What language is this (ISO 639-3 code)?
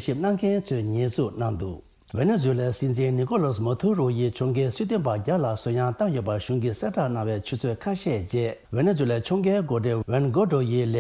bod